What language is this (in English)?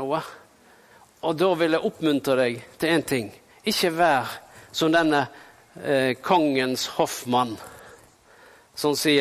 Norwegian